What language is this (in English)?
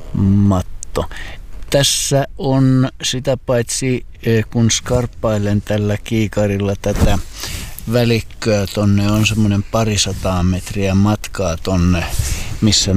Finnish